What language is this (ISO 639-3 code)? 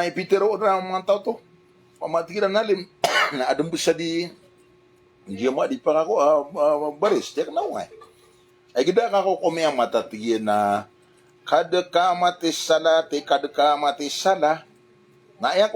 mrw